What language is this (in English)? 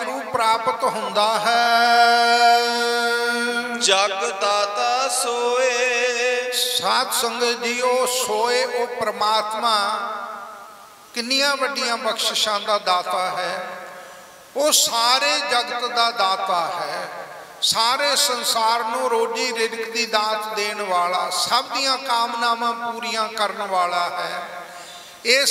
Punjabi